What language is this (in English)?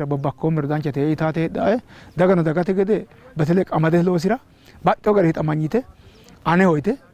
Sidamo